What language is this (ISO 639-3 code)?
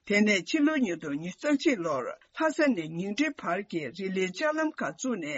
bod